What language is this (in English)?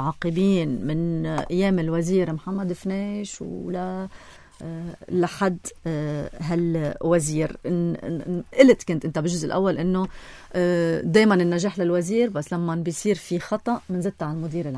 North Levantine Arabic